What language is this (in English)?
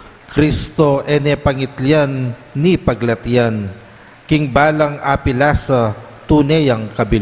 Pampanga